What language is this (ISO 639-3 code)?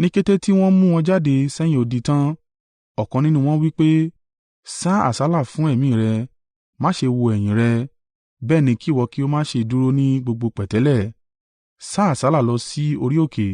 yor